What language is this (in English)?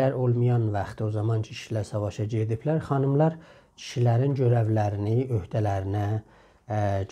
South Azerbaijani